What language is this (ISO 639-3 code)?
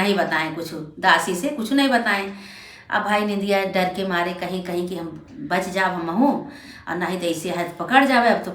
awa